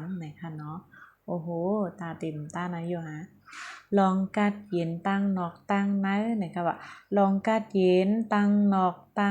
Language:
Shan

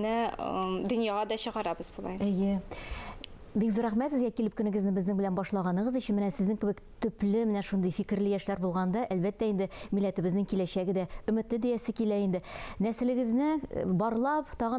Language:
Tatar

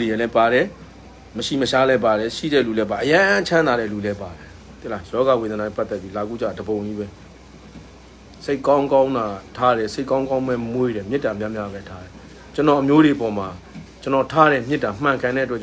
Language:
Burmese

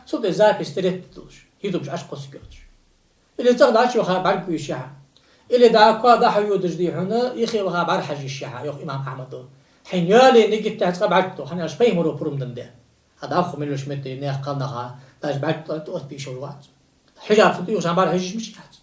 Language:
Ingush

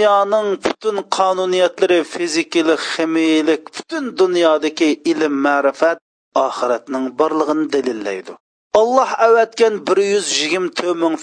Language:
Uyghur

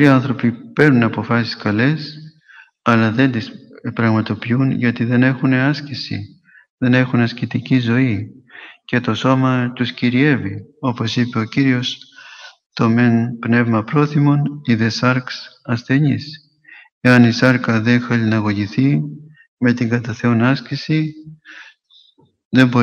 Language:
Greek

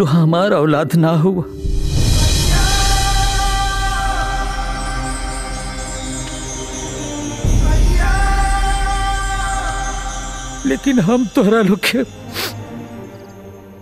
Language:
Bhojpuri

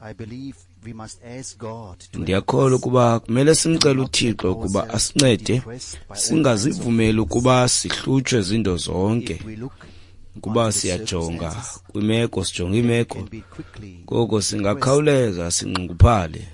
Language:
Xhosa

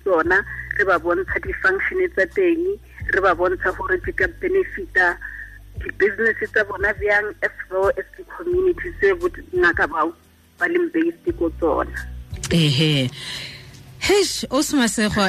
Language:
Tswana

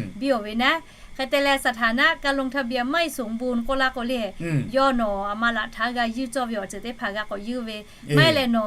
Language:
Lahu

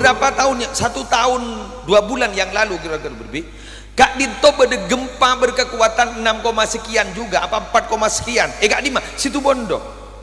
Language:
Madurese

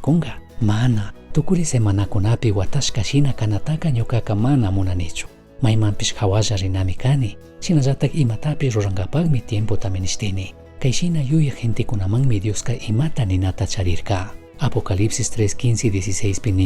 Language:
Chimborazo Highland Quichua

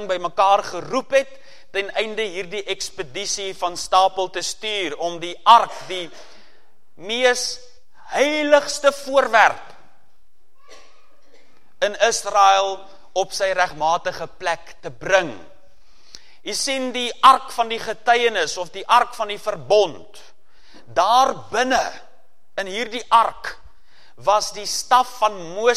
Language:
Afrikaans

